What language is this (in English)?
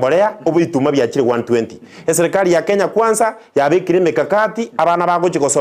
Gusii